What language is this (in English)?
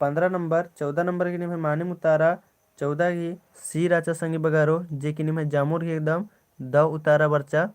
Kurukh